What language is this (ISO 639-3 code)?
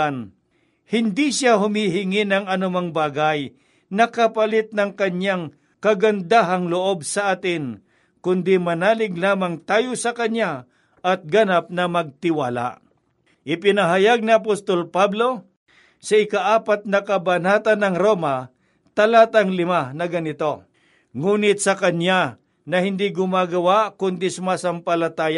fil